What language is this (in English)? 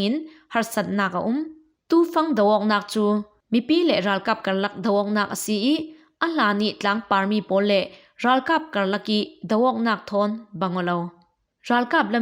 Falam Chin